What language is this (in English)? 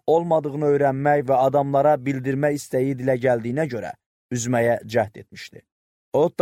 Azerbaijani